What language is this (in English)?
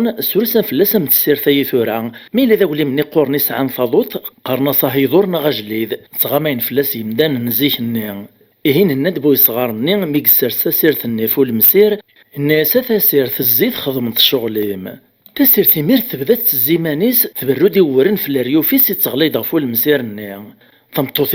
Kabyle